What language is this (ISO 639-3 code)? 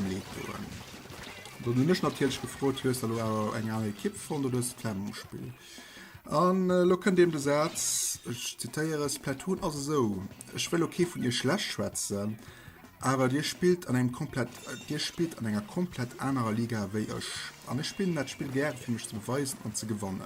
ltz